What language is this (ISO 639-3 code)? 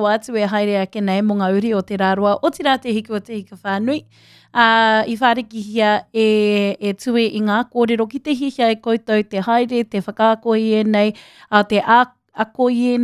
mri